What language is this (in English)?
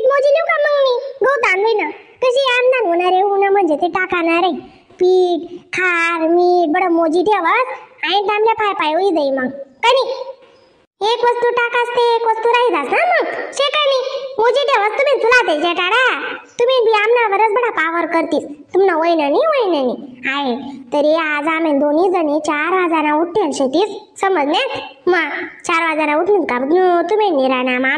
Khandesi